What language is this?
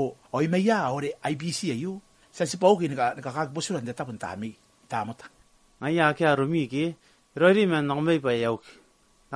Gilbertese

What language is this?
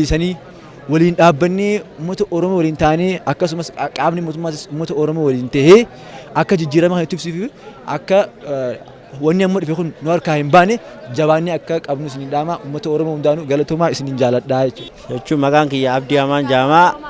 Oromo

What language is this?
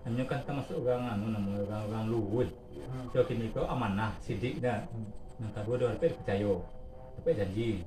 Minangkabau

